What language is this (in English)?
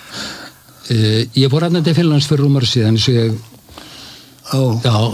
Icelandic